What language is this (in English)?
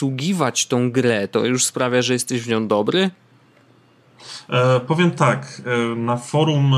Polish